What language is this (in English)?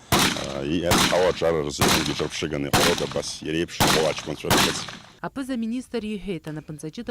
Abkhazian